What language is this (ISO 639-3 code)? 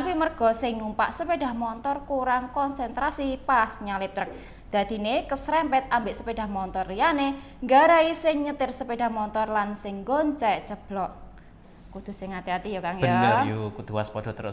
jav